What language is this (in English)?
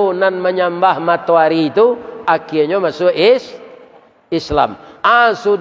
Minangkabau